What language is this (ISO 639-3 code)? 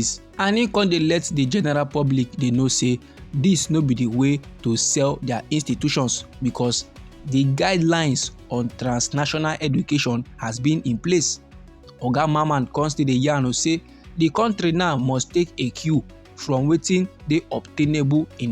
pcm